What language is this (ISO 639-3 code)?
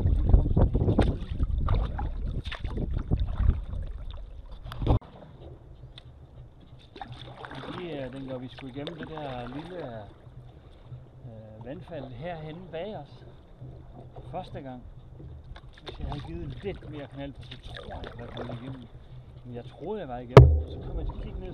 dan